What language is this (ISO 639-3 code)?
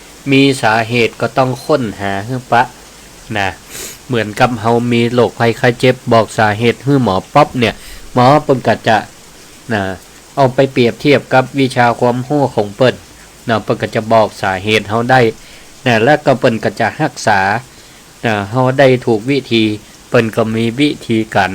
nod